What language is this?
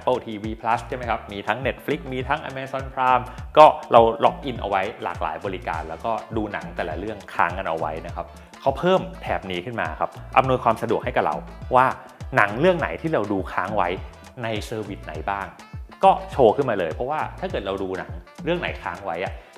Thai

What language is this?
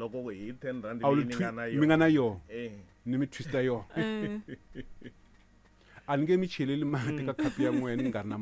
Tsonga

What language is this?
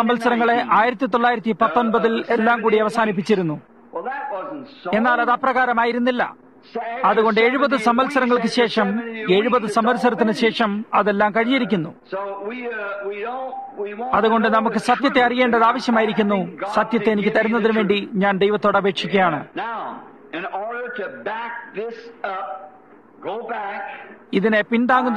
Malayalam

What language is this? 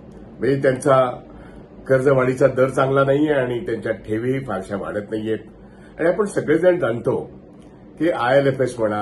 Marathi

